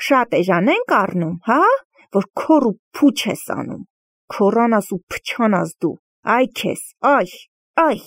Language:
Armenian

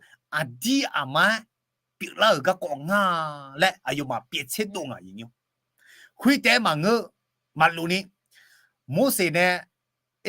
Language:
Akha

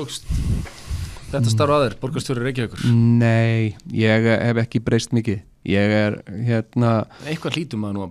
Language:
Icelandic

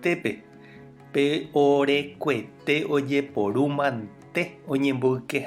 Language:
Guarani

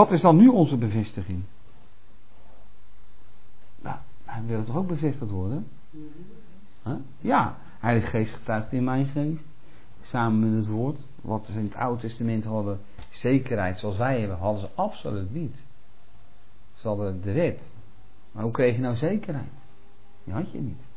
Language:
Dutch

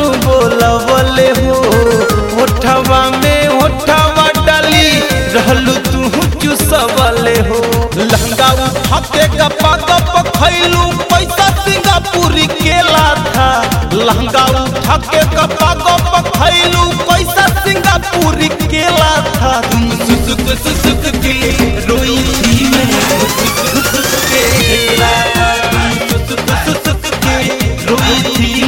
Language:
Bhojpuri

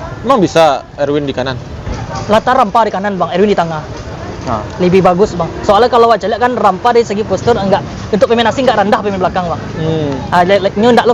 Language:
Minangkabau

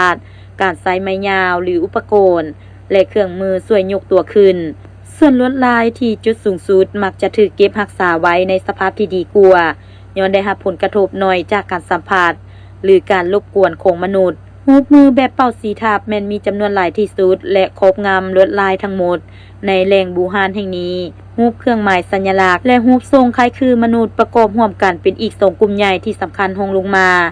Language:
Lao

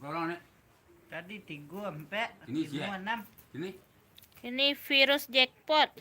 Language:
Minangkabau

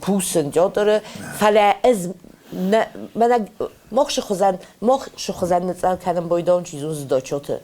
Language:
Ossetic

